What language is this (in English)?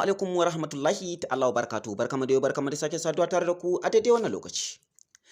Hausa